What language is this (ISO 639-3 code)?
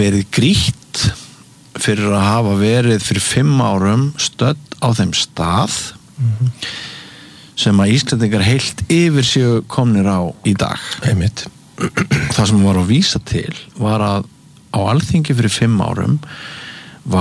isl